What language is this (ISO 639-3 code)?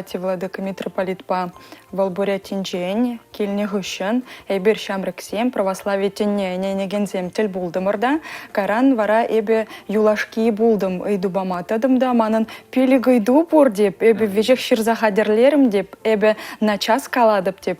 chv